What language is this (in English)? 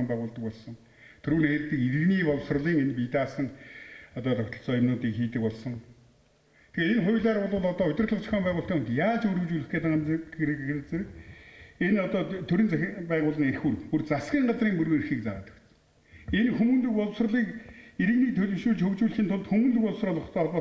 Mongolian